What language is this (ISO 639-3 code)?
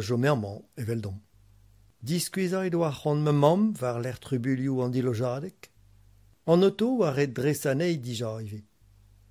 bre